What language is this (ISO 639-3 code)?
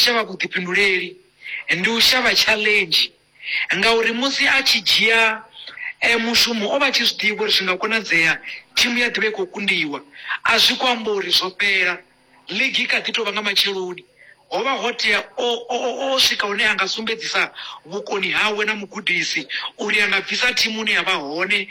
ven